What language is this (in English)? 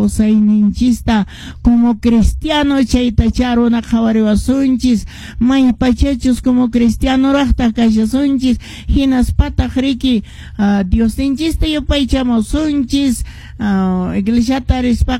Quechua